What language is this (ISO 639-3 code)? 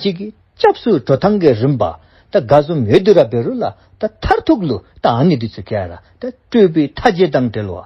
dzo